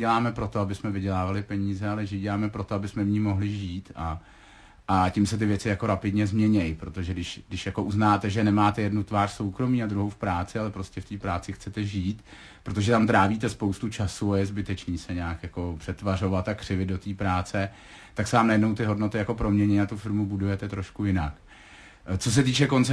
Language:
Czech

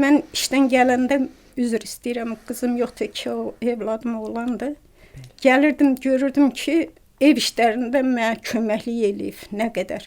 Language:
Azerbaijani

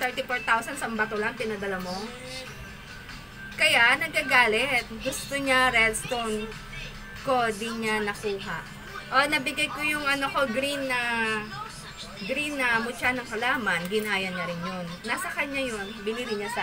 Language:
Filipino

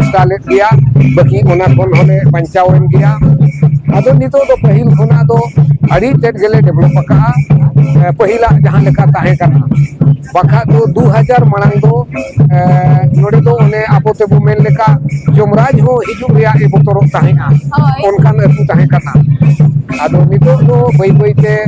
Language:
Santali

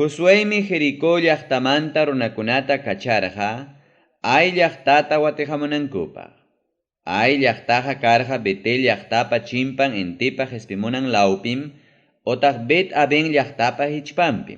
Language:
Ayacucho Quechua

